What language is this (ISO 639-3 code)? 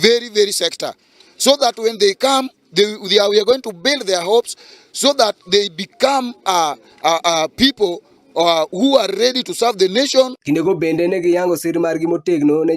luo